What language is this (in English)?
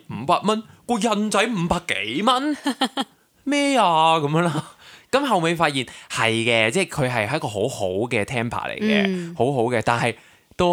Cantonese